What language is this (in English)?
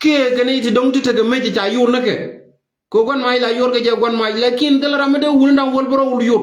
Nuer